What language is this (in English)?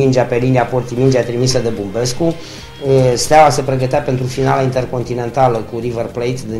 Romanian